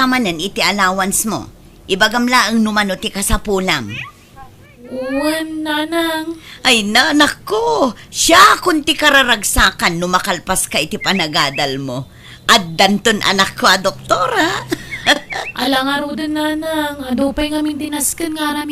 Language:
Iloko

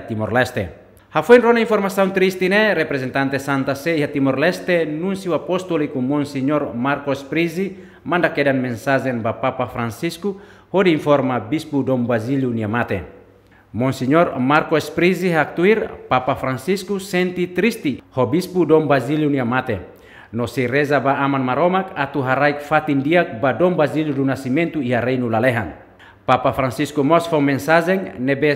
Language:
Tetum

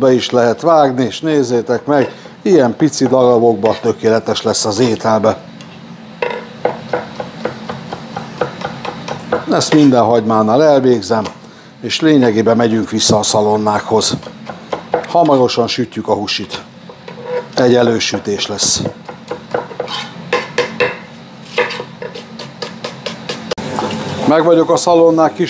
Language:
Hungarian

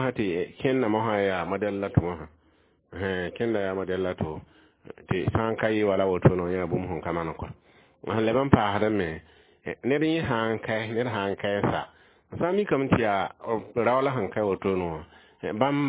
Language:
Mossi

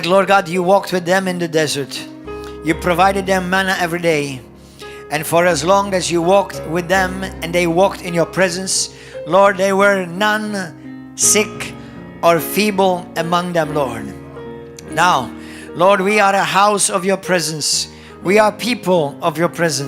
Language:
English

